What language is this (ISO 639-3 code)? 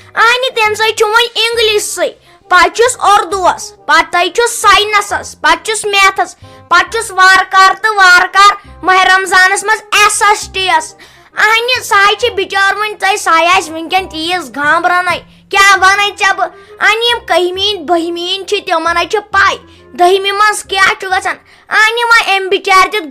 kas